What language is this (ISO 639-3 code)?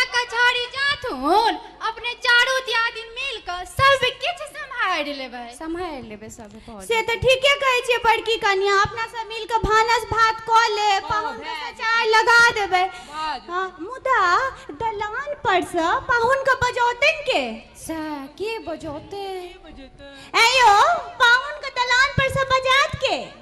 mai